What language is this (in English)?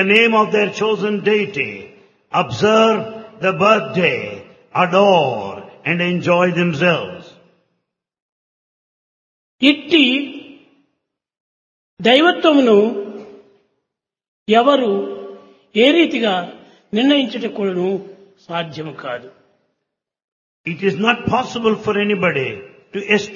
Telugu